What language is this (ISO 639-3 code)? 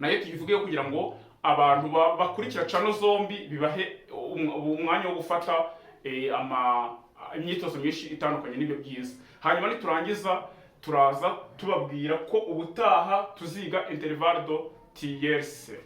kin